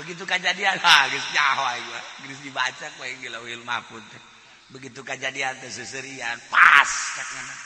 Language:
Sundanese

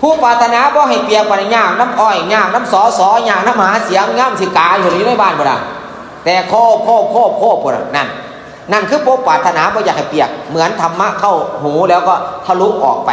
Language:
Northeastern Thai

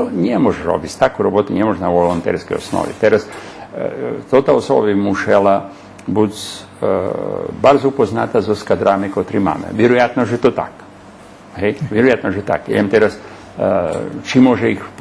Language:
Rusyn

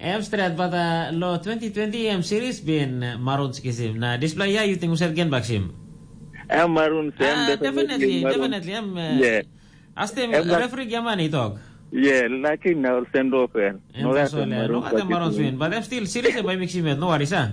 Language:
Tok Pisin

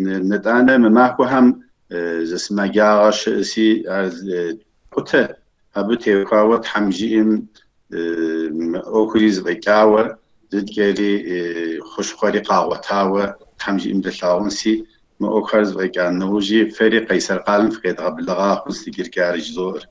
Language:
Kabardian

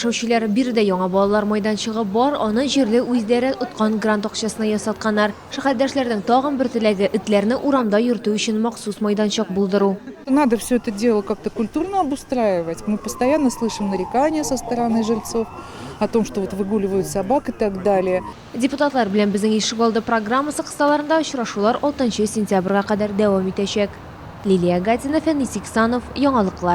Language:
Tatar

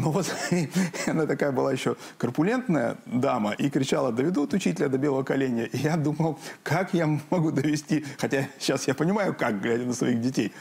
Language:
Russian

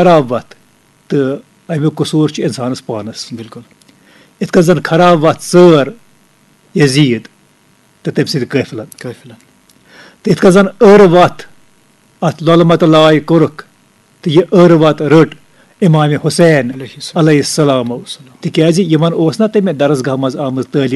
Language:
Kashmiri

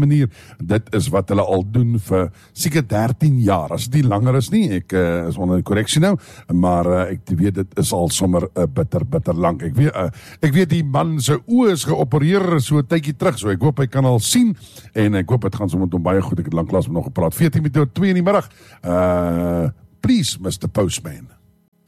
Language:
Afrikaans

